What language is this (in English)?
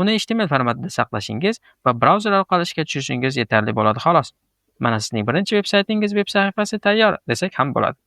Uzbek